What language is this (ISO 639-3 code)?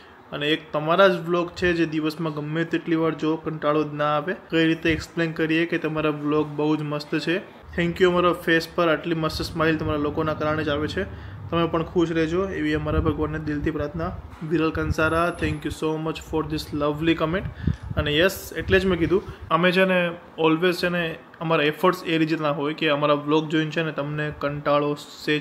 guj